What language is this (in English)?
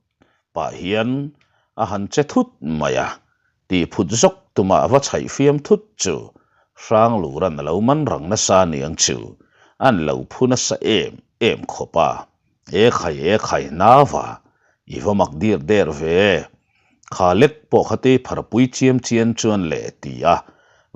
Mizo